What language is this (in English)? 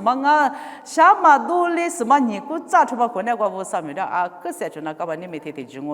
Lisu